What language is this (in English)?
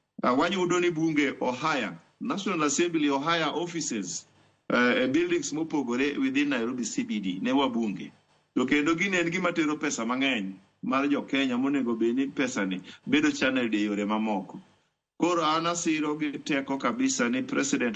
Luo (Kenya and Tanzania)